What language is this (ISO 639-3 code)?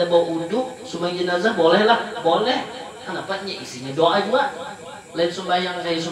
bjn